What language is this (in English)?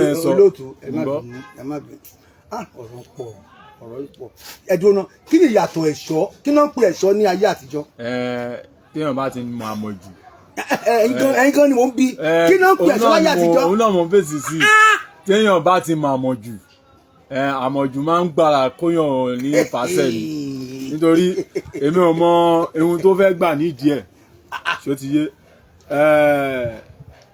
Yoruba